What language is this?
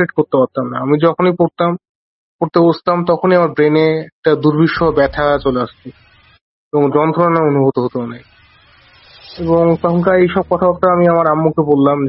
Bangla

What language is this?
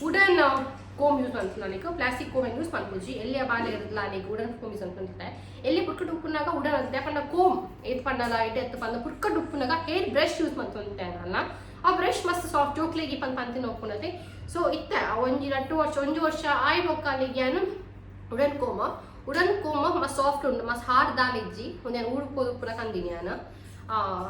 Tulu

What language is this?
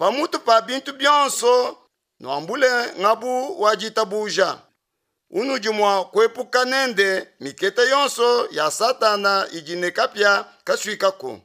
Luba-Lulua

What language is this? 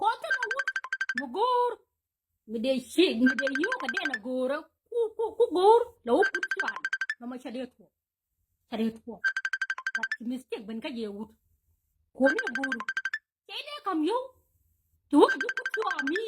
Nuer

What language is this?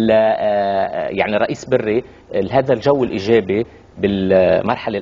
North Levantine Arabic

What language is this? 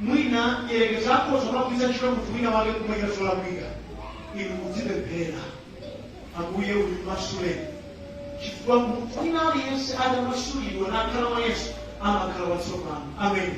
Nyanja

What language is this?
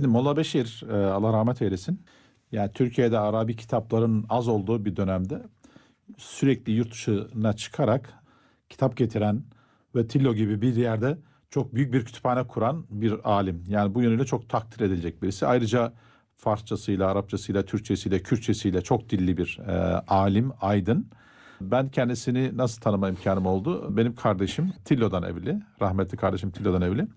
Turkish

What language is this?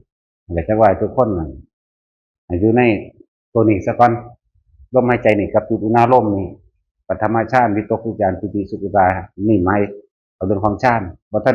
Northeastern Thai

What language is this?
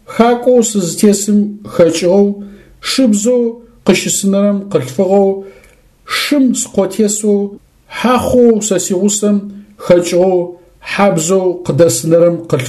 Adyghe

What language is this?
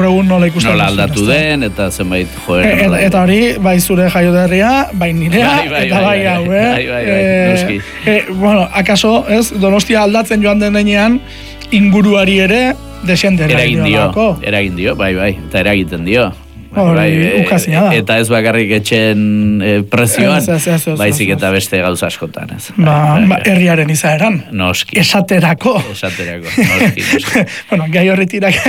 Basque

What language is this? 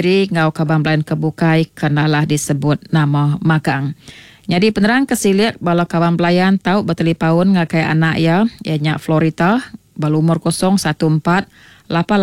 Iban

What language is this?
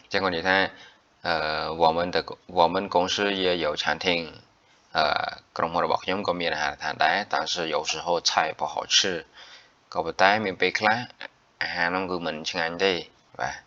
Khmer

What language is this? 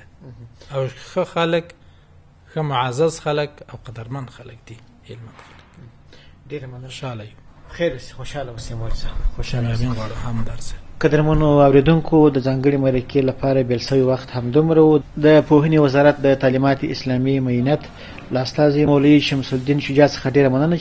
Pashto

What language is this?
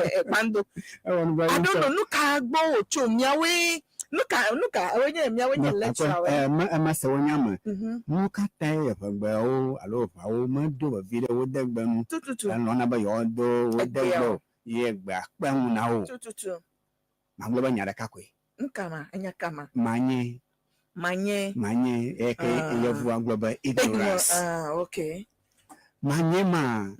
Ewe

